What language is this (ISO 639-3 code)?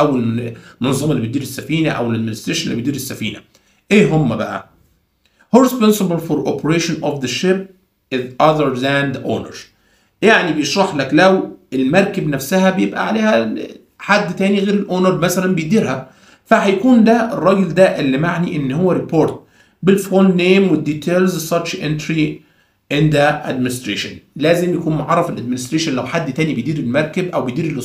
arz